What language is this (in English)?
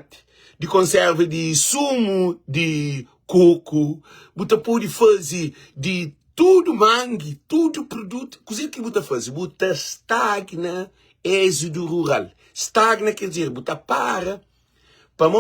Kabuverdianu